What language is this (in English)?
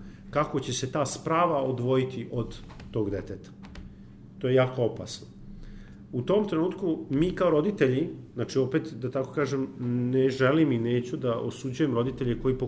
Serbian